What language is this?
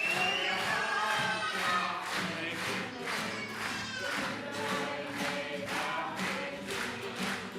Māori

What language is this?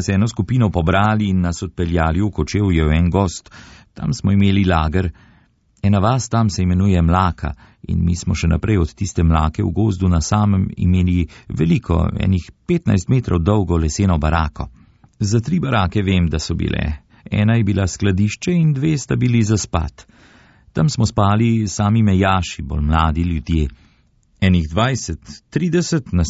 Slovenian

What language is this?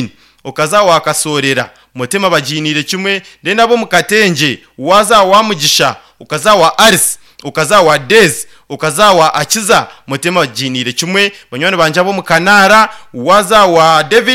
Nyankole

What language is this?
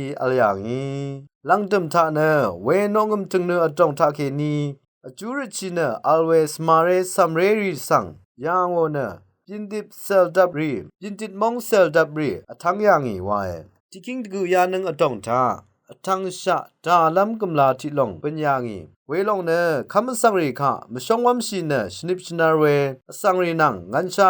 Rawang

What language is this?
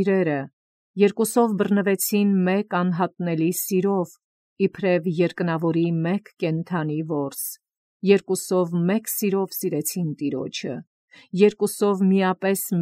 Armenian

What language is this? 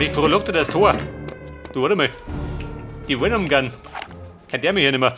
Bavarian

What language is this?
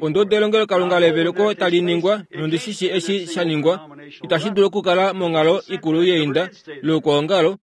Kuanyama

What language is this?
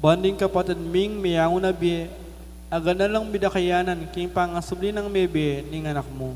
Pampanga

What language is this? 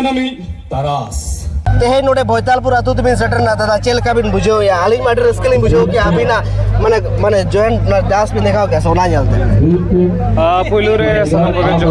Santali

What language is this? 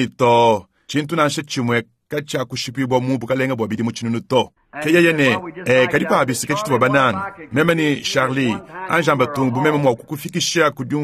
Luba-Lulua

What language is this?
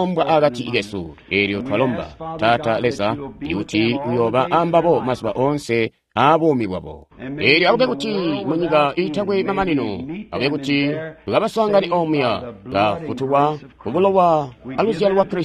Tonga (Zambia)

